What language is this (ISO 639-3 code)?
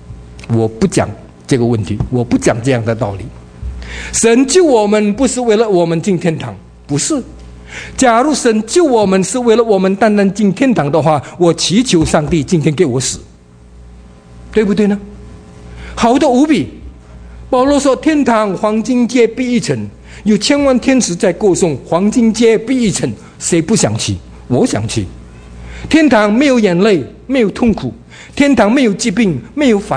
zho